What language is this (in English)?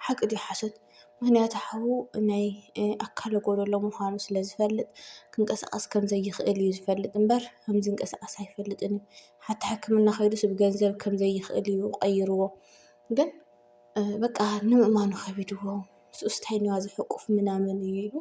Tigrinya